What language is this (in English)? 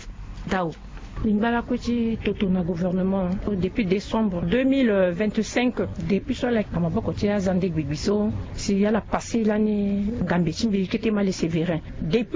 Sango